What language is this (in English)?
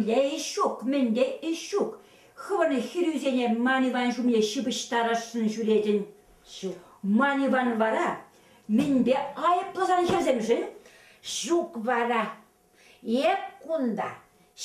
Chuvash